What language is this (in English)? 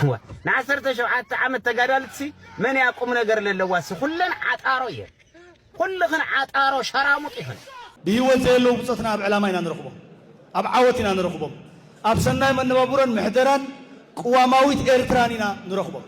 Tigrinya